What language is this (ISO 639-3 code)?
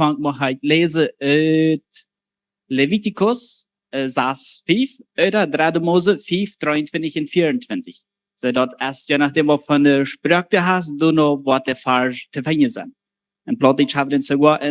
pdt